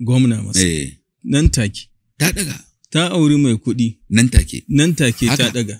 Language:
Hausa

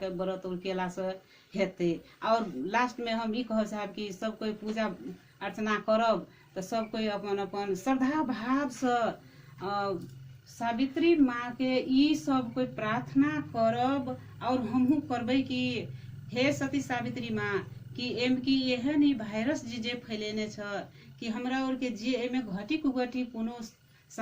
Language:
Maithili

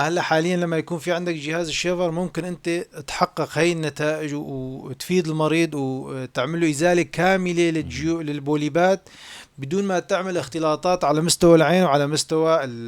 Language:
North Levantine Arabic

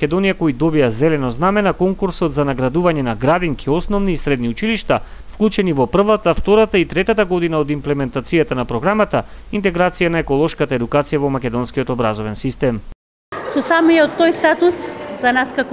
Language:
Macedonian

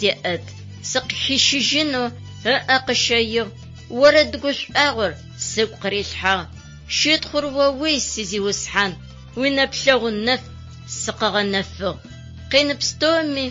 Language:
Adyghe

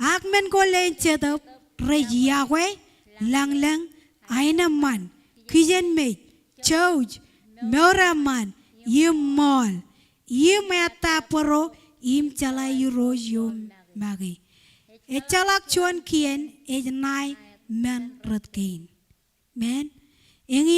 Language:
Marshallese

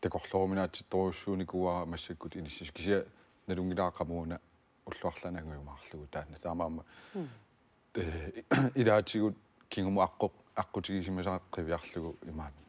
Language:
Kalaallisut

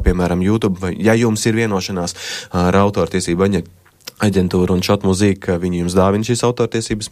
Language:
Latvian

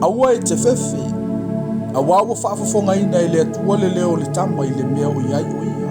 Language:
Samoan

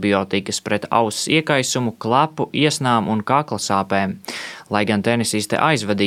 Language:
Latvian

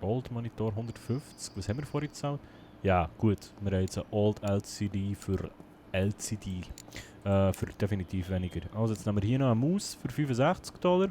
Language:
Swiss German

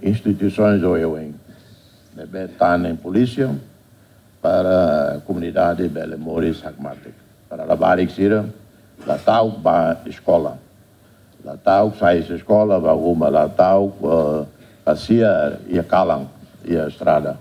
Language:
Tetum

